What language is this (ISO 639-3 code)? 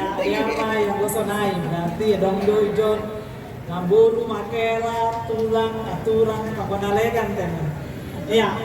bts